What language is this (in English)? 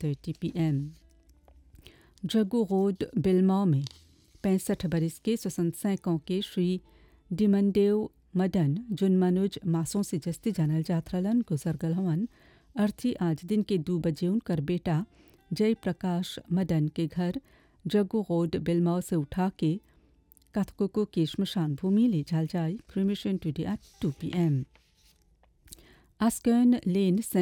Bhojpuri